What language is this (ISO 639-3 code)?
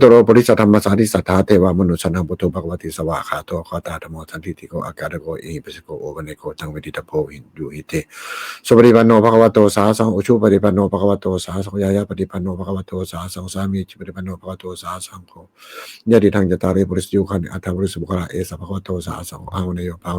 pli